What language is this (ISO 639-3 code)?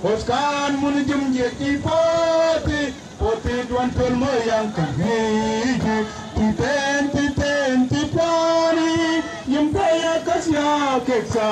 mfz